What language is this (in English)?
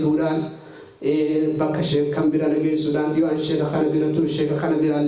Oromo